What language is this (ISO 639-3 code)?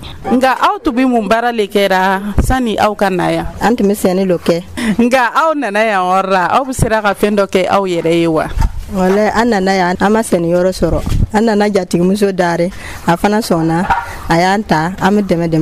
dyu